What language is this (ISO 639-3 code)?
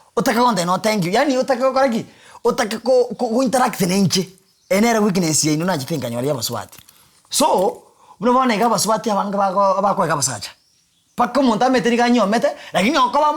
guz